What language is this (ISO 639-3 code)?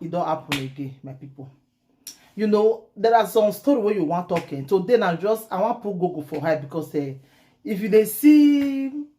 pcm